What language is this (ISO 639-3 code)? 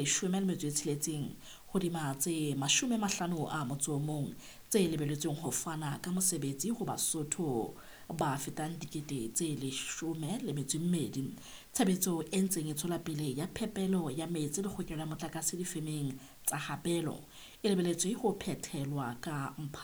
sot